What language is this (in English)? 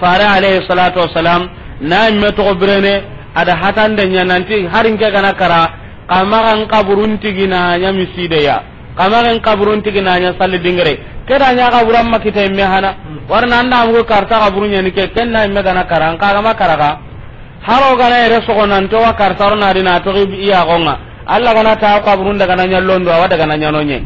Soninke